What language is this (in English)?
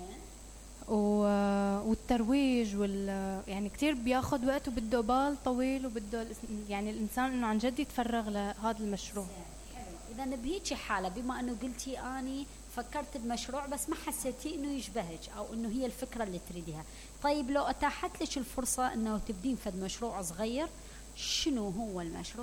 Mesopotamian Arabic